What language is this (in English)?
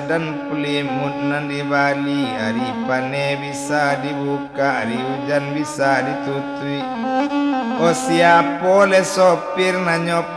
Minangkabau